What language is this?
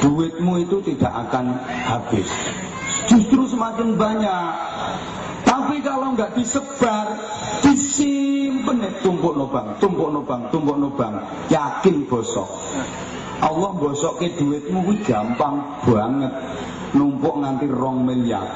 Javanese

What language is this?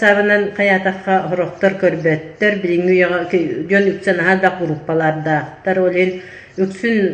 Yakut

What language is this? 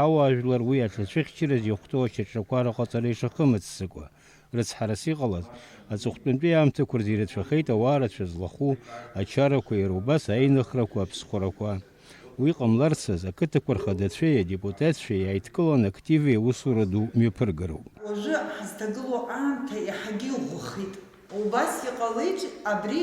Abkhazian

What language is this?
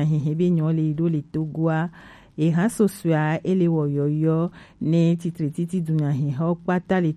Gen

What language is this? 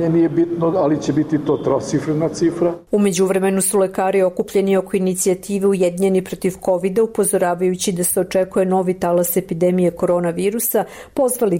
Serbian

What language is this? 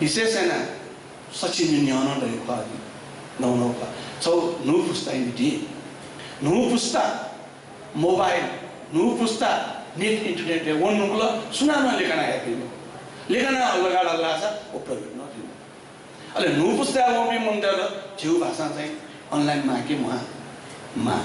Newari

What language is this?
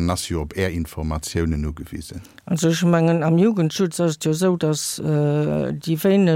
Luxembourgish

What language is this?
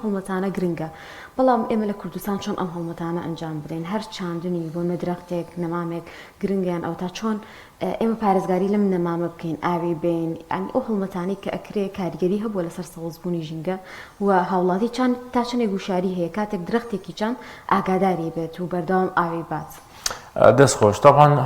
Central Kurdish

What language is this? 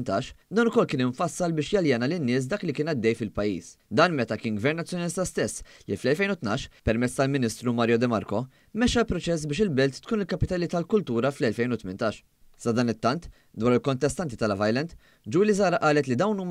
Maltese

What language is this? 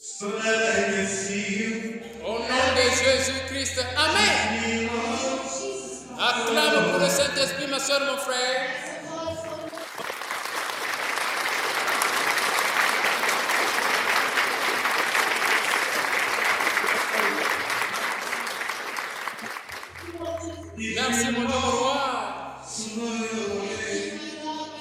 French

